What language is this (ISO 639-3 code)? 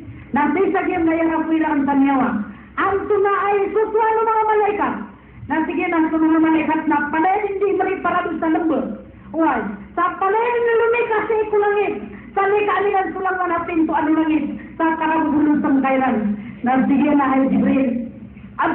mrw